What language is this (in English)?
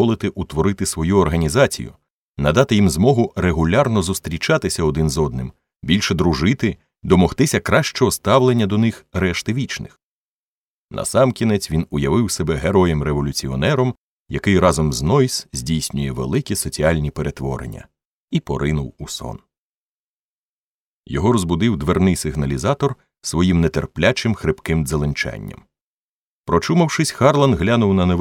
Ukrainian